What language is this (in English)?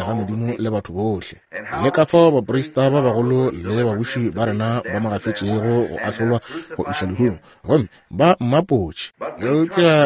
Northern Sotho